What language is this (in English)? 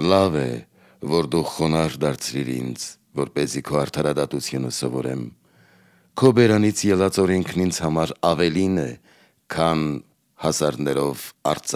Armenian